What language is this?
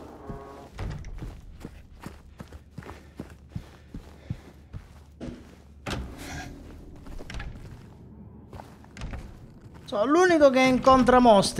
Italian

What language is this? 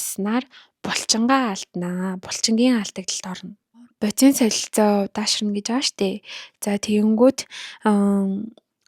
Mongolian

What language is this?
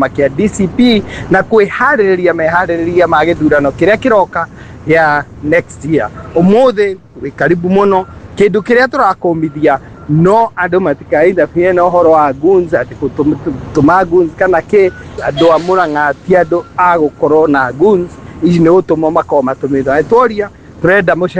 Kikuyu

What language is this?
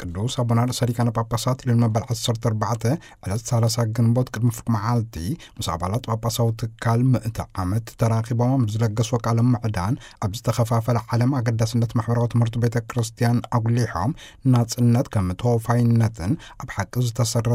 Tigrinya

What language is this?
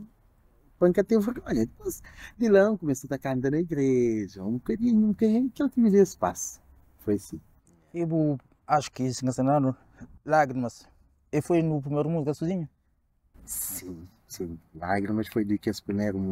Kabuverdianu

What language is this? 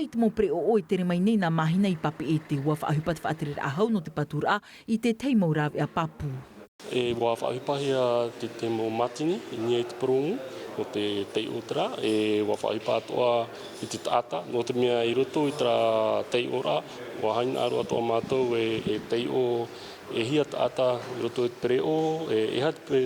Tahitian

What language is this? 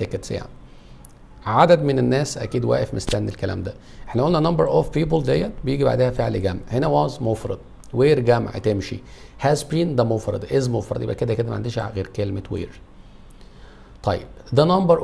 Egyptian Arabic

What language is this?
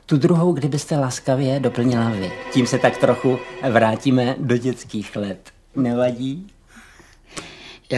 Czech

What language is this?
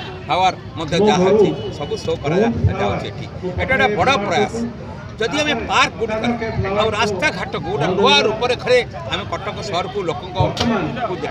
Odia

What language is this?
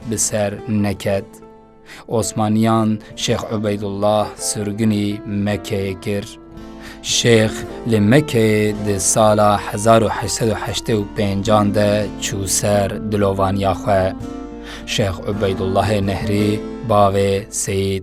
Kurdish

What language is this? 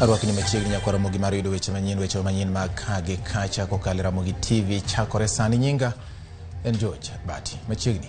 Luo (Kenya and Tanzania)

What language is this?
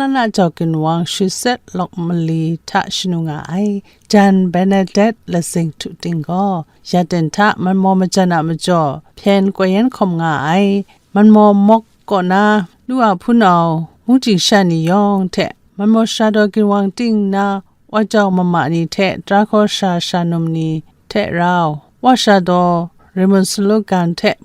Kachin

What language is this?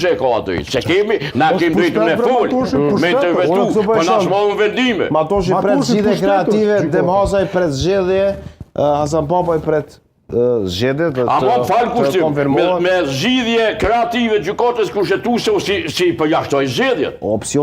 Albanian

